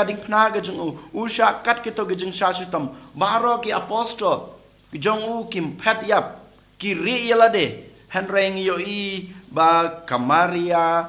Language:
Khasi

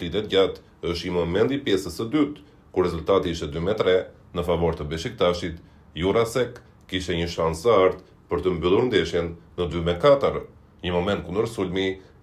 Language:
Albanian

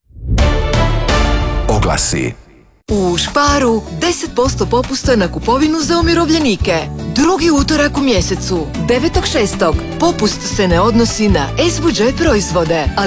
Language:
Croatian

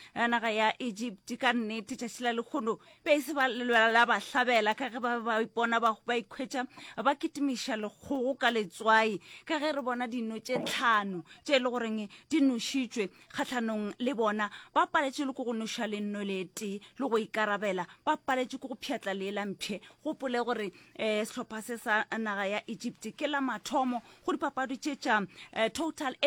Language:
Northern Sotho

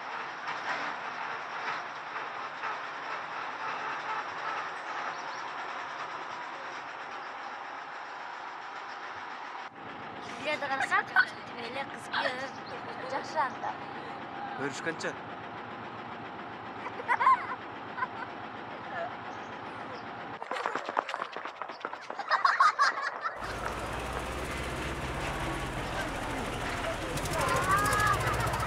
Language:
Kyrgyz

